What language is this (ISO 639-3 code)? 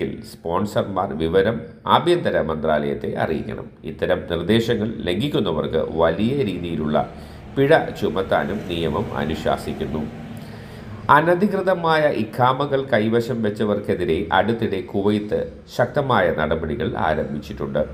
mal